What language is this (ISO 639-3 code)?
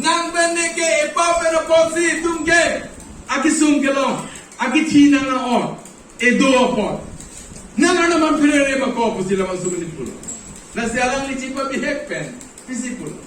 mjw